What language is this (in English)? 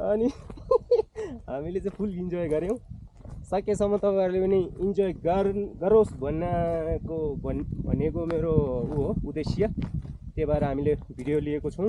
Nepali